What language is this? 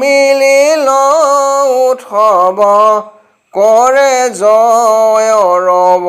Assamese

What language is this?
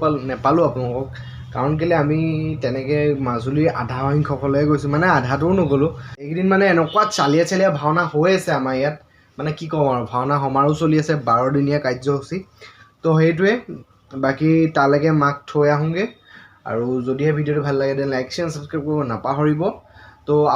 Assamese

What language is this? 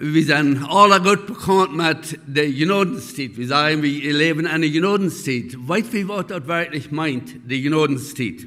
Plautdietsch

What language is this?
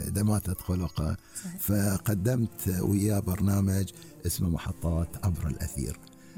Gulf Arabic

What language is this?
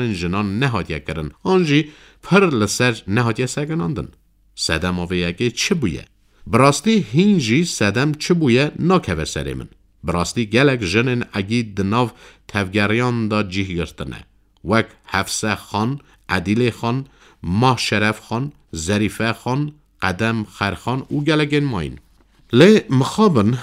Kurdish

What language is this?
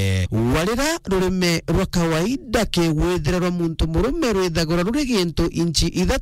Meru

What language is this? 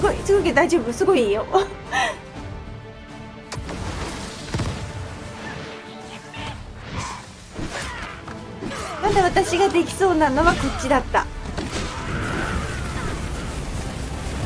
Japanese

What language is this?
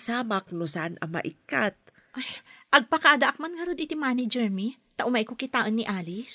Iloko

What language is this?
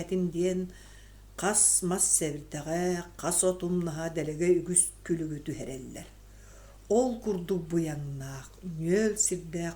Yakut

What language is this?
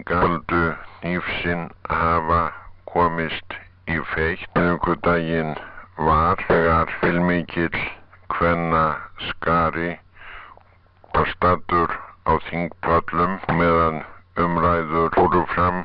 Icelandic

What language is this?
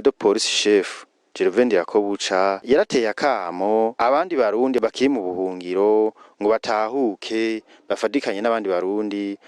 Rundi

